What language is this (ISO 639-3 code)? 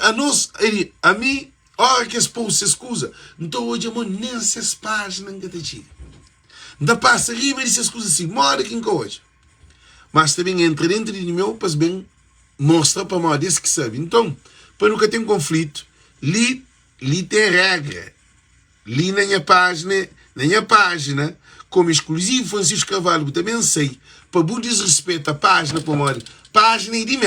kea